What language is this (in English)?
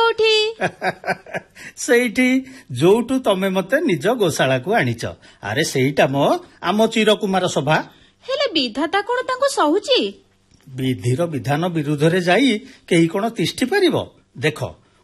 Odia